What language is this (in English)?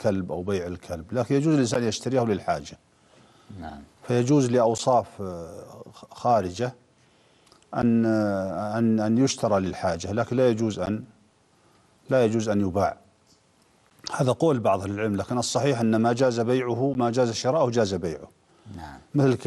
Arabic